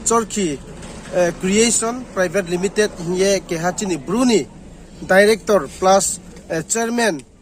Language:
Riang (India)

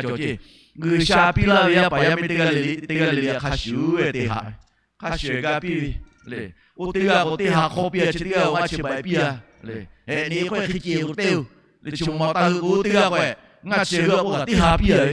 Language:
Lahu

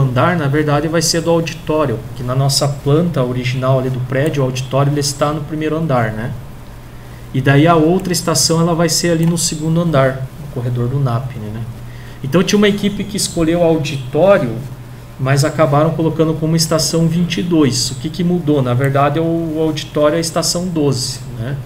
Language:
Portuguese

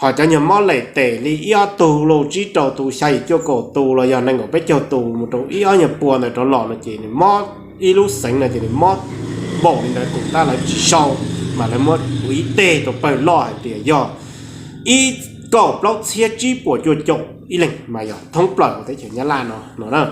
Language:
Hmong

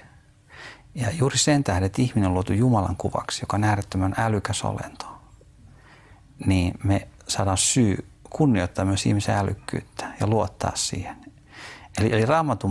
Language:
Finnish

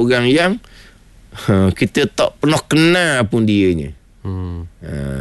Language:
Malay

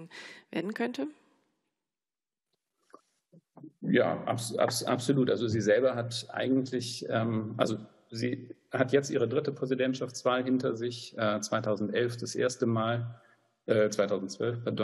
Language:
German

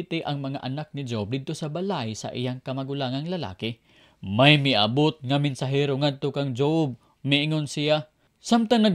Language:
Cebuano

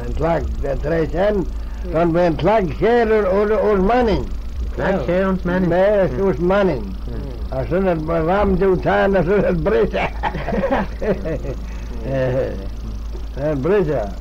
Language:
Manx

